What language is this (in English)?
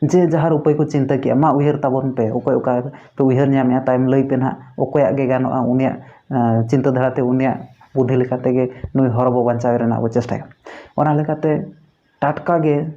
Santali